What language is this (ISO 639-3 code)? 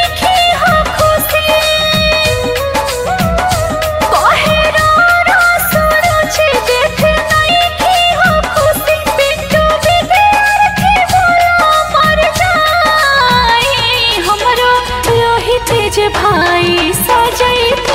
bho